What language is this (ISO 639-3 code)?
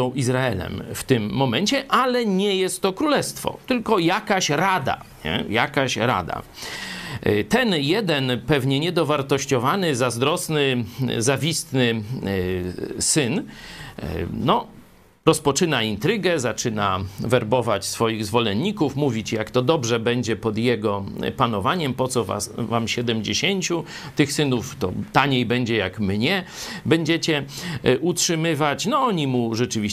pol